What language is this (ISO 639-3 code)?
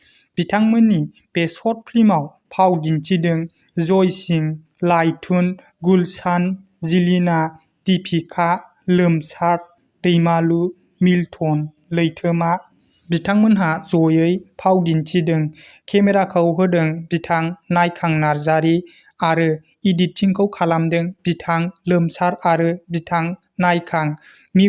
brx